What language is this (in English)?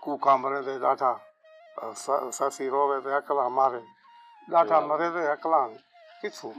Saraiki